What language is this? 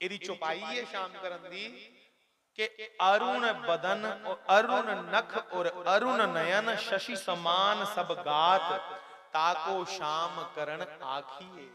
Dogri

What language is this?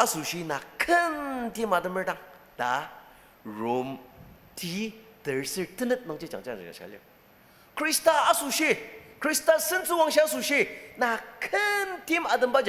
Ao Naga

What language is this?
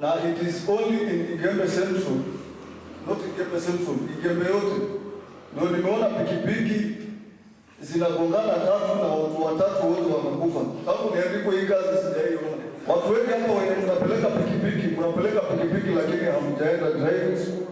Meru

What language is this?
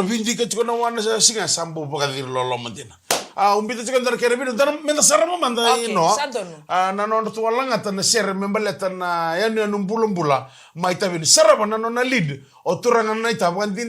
Fijian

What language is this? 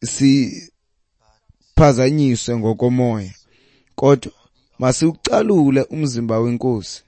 Xhosa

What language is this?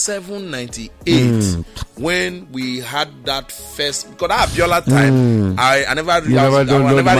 Nigerian Pidgin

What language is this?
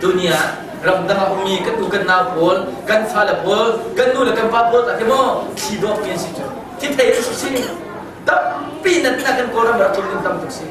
Hakha Chin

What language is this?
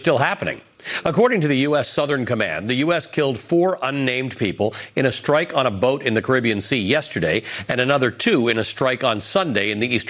English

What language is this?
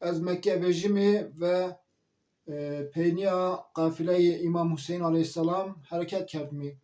Zaza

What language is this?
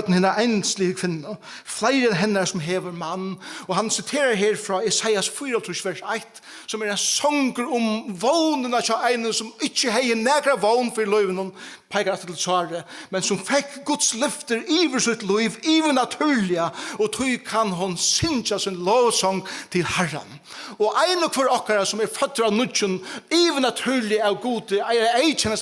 Faroese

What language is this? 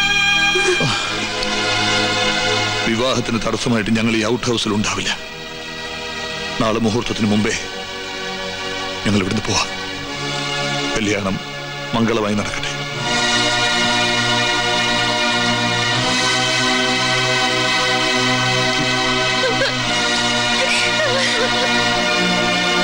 Malayalam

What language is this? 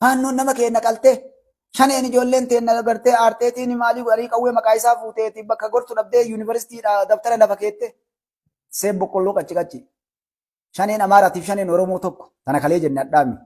Oromo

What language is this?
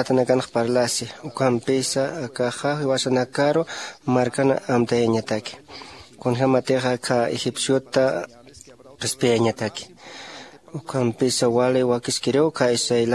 Aymara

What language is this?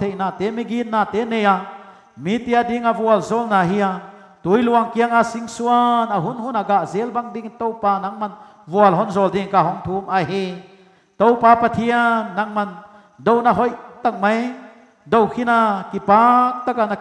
Paite Chin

